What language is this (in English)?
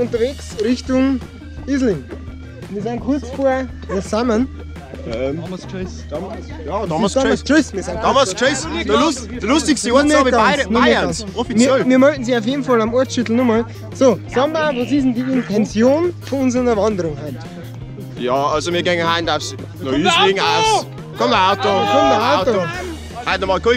Bavarian